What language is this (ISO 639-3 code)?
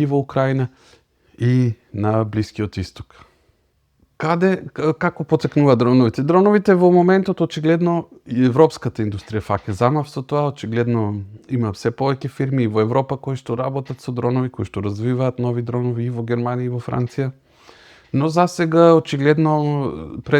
mkd